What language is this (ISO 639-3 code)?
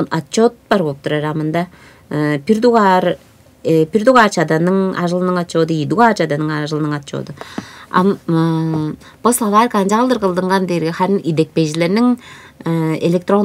tyv